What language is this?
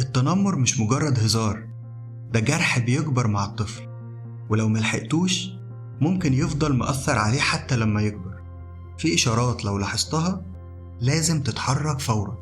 Egyptian Arabic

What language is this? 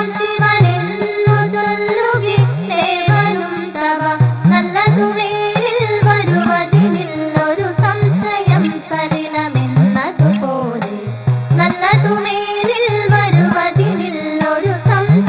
Malayalam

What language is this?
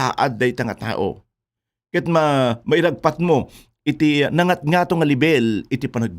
Iloko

